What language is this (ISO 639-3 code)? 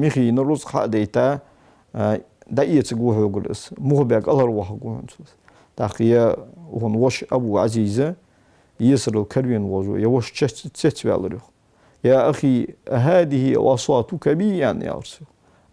inh